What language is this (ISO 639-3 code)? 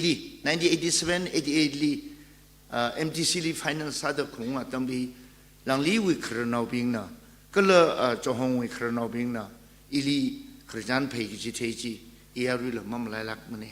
nmf